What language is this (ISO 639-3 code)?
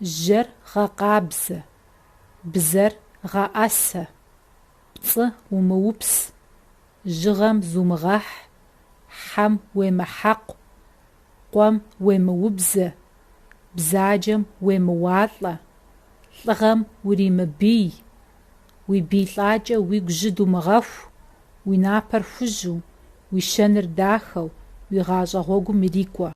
kbd